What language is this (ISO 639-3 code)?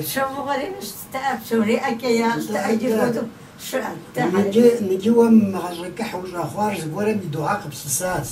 kbd